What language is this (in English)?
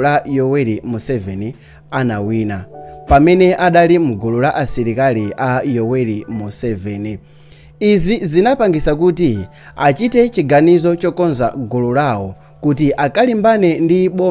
Nyanja